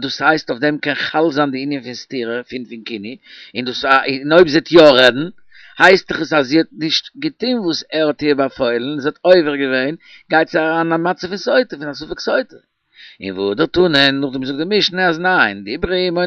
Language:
Yiddish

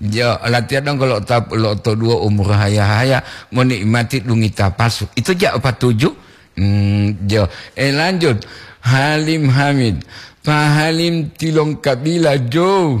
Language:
Gorontalo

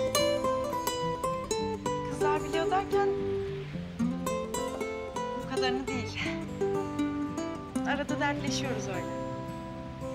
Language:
Turkish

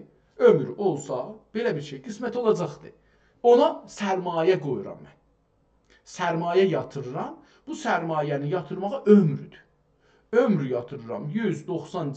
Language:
South Azerbaijani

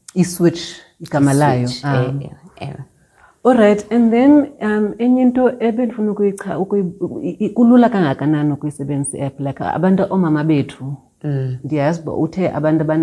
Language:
Xhosa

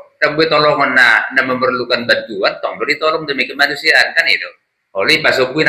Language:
Batak Toba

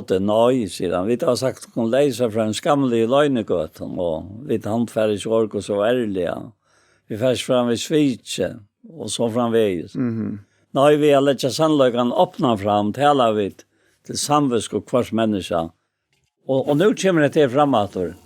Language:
Faroese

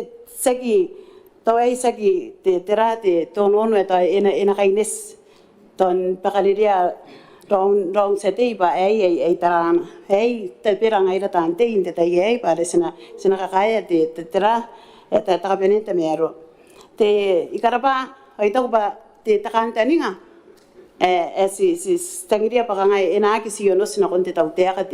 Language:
Gilbertese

